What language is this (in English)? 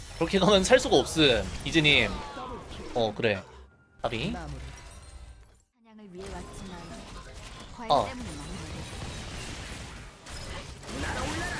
Korean